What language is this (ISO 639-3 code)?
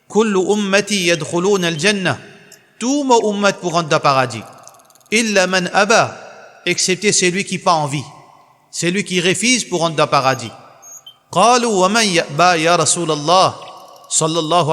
mfe